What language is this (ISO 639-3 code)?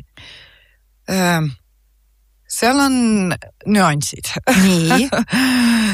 est